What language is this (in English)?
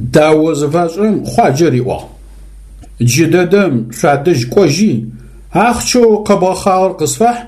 Adyghe